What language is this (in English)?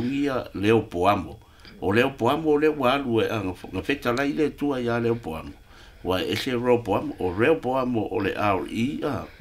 Samoan